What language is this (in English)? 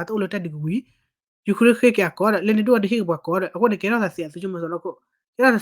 S'gaw Karen